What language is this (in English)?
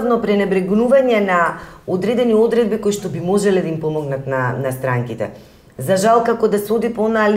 Macedonian